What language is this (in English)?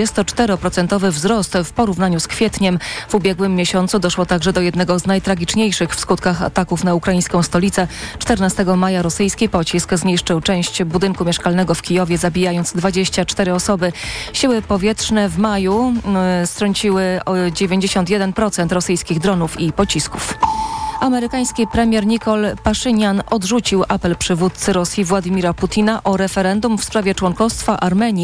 Polish